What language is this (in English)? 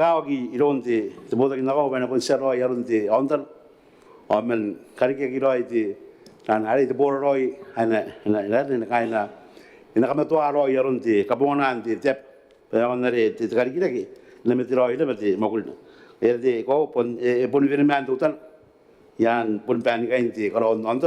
Gilbertese